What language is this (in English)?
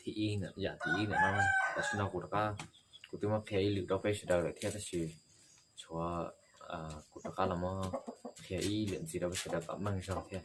Hmong